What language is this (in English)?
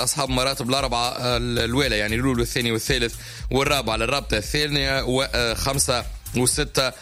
Tunisian Arabic